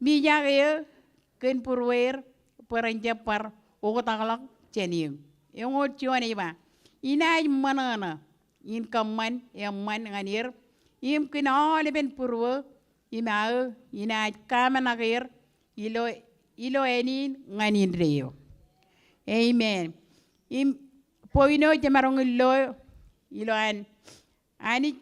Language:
Marshallese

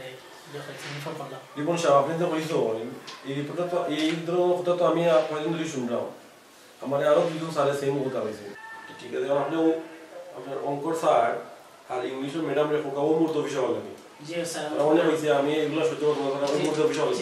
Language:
Sylheti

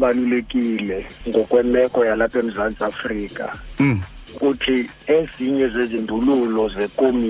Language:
Xhosa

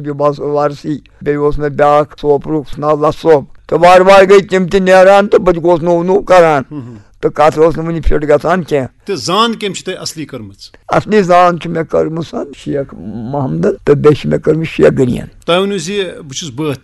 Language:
Kashmiri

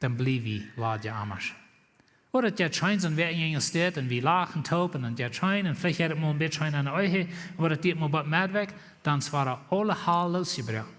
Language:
Plautdietsch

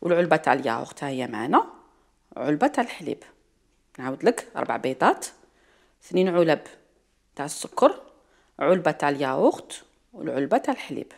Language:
Algerian Arabic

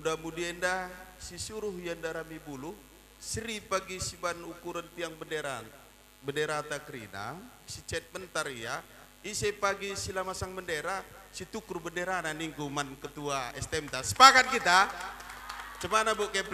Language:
Batak Karo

